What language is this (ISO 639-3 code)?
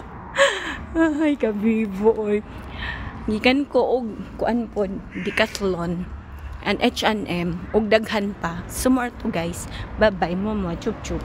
ceb